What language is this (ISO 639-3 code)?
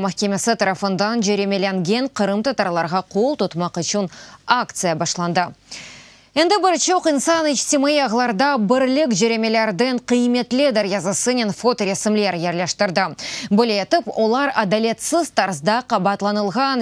crh